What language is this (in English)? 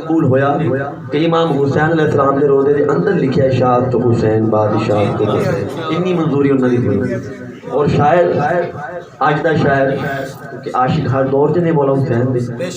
Saraiki